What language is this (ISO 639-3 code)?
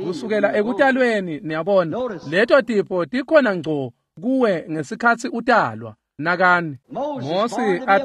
ssw